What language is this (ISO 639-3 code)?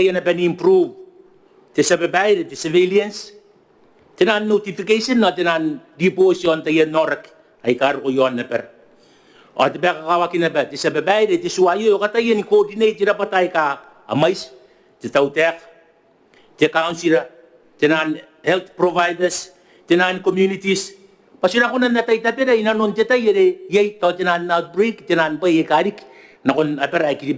gil